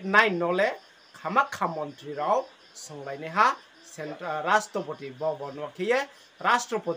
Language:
Riang (India)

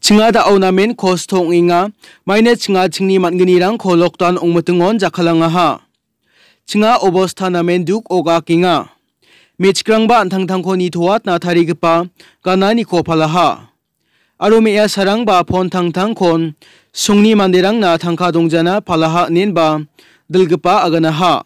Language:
Garo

